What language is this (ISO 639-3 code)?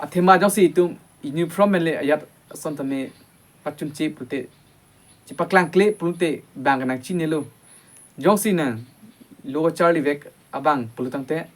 mjw